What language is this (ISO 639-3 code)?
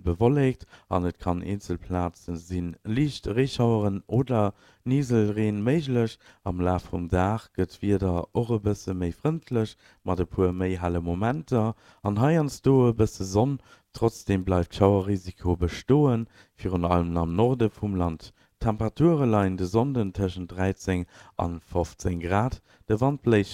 ltz